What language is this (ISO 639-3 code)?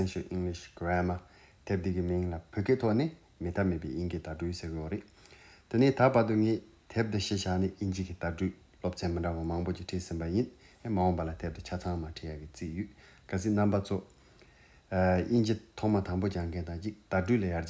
bod